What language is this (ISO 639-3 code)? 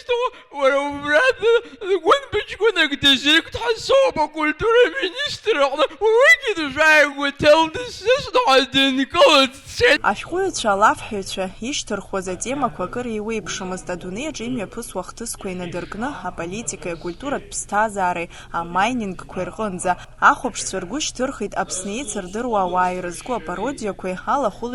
abk